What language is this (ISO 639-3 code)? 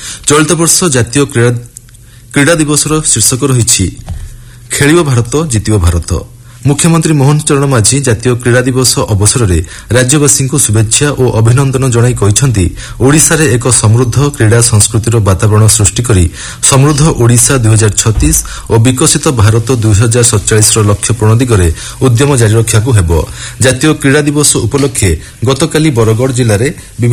ori